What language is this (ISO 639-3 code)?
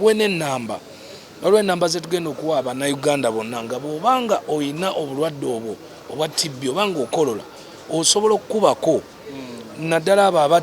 lug